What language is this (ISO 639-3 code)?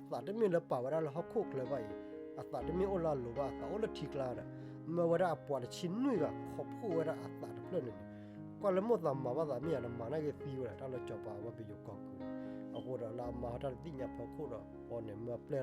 ksw